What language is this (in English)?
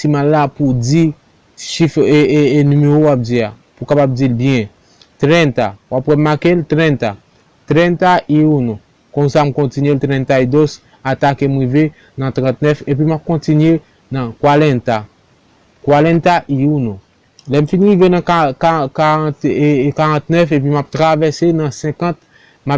Haitian Creole